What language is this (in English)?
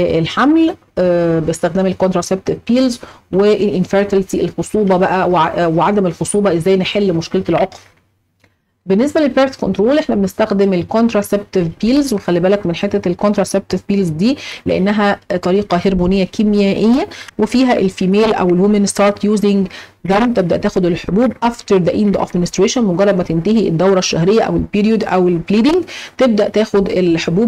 Egyptian Arabic